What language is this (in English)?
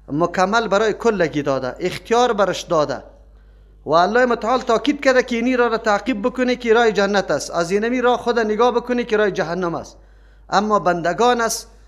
Persian